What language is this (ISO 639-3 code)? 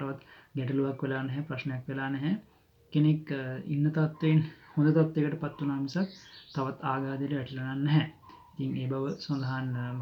sin